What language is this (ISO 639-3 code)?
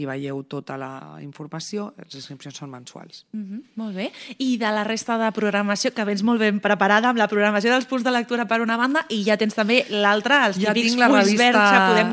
cat